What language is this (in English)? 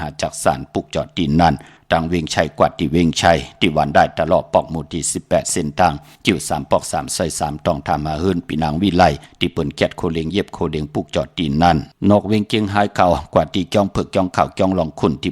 Shan